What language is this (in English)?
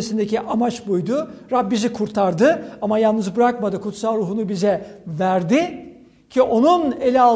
Turkish